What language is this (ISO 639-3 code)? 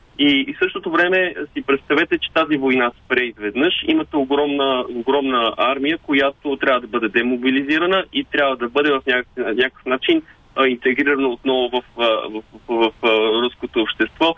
bul